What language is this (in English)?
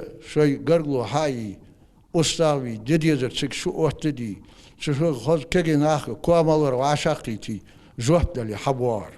Ingush